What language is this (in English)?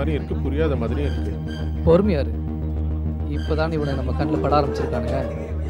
Tamil